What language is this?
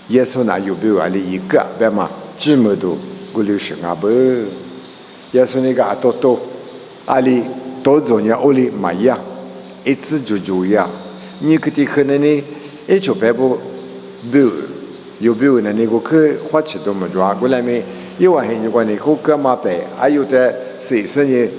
Lisu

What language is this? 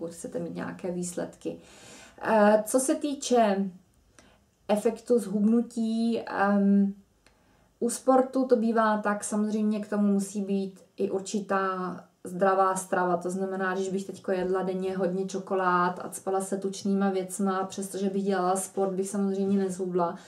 Czech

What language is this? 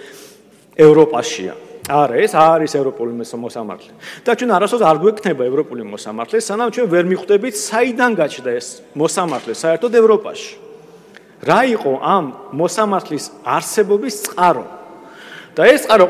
Georgian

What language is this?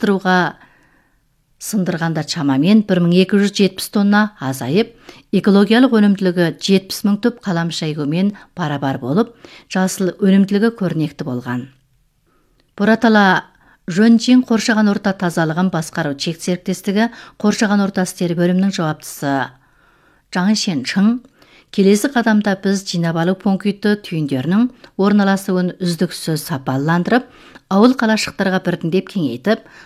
Kazakh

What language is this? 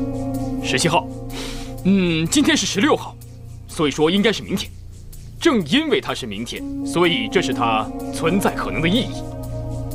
Chinese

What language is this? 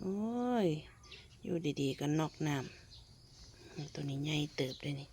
Northeastern Thai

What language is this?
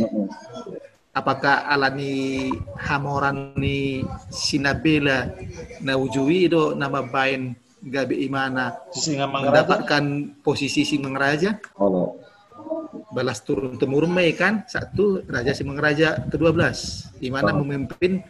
Batak Toba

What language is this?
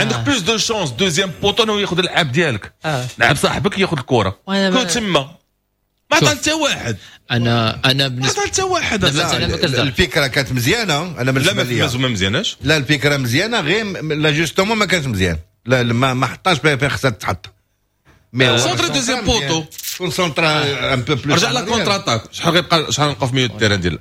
Moroccan Arabic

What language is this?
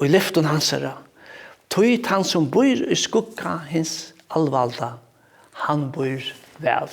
Faroese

